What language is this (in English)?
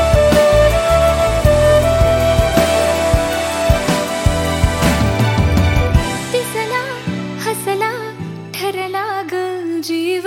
Marathi